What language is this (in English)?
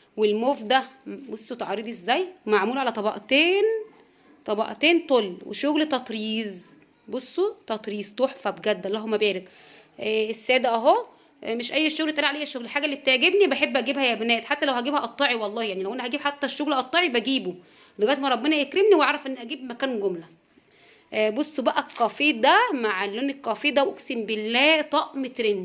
Egyptian Arabic